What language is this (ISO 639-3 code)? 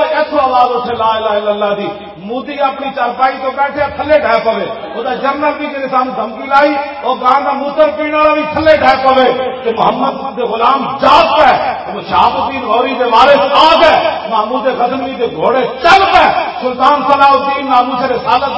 lah